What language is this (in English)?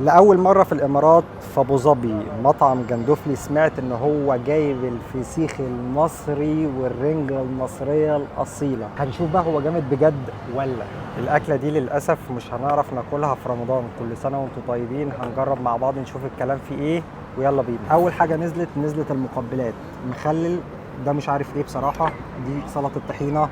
Egyptian Arabic